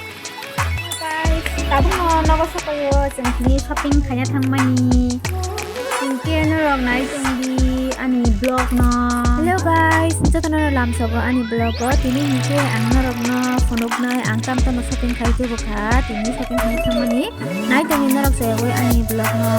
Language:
Kok Borok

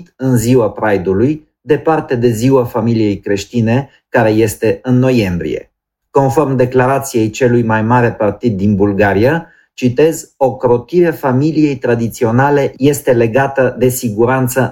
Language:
Romanian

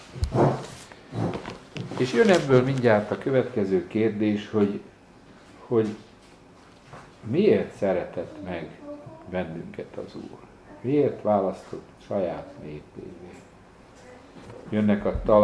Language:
Hungarian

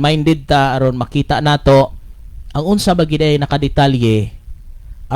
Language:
Cebuano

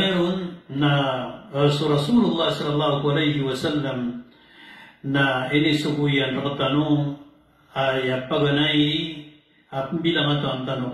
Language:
Maranao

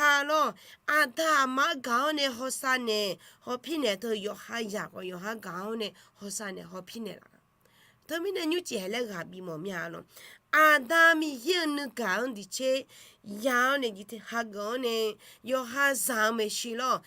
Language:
Akha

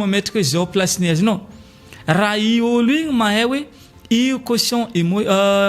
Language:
Malagasy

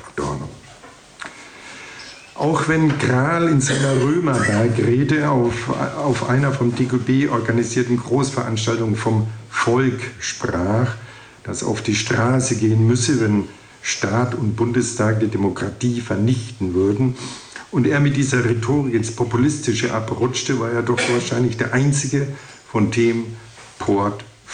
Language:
German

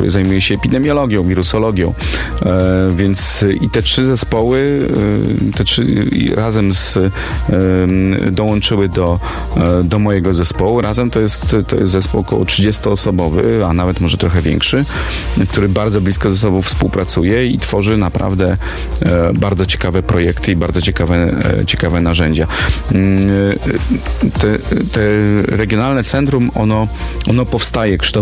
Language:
Polish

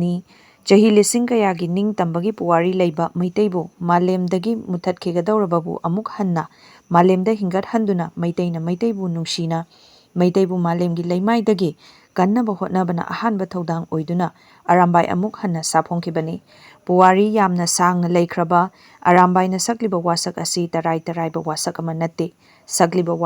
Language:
Manipuri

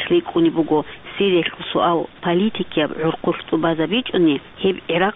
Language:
Avaric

